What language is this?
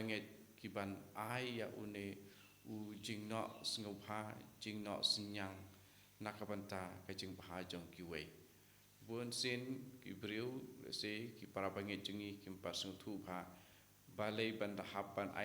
Khasi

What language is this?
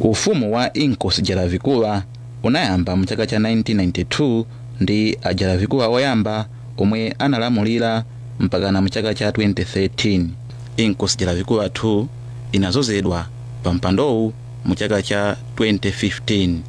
Nyanja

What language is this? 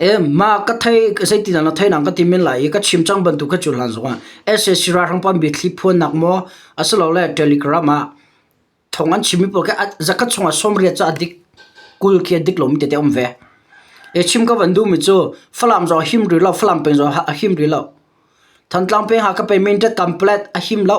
Hakha Chin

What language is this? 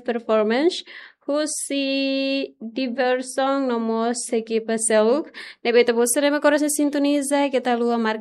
Tetum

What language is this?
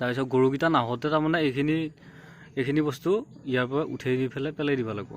Assamese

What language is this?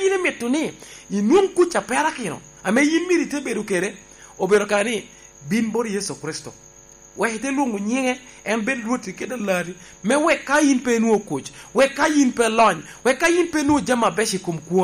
Lango (Uganda)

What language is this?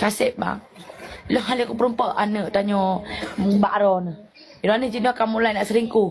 Achinese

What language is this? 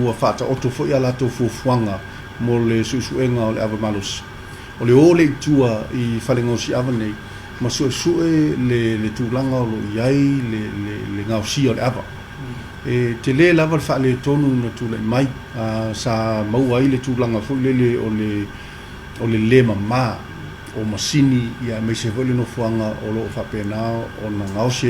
Samoan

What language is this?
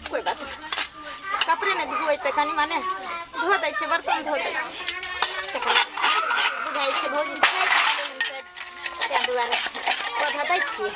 Maithili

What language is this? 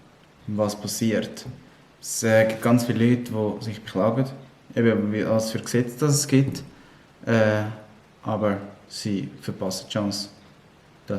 Swiss German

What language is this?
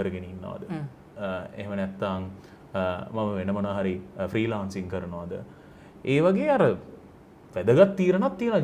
Sinhala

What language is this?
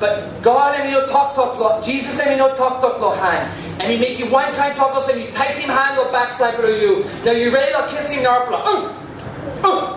Tok Pisin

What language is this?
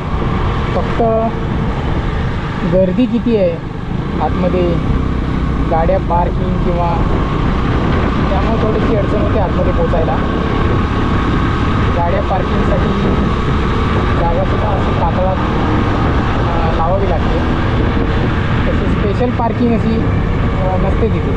Marathi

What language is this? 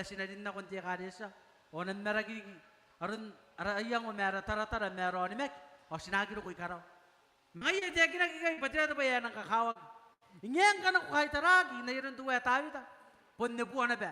Gilbertese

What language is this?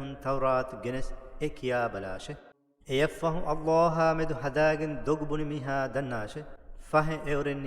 Divehi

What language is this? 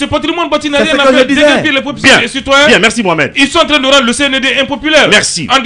French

